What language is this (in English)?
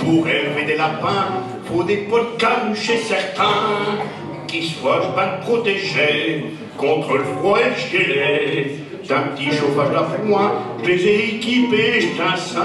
Picard